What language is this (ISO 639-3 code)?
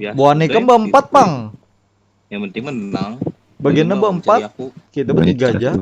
bjn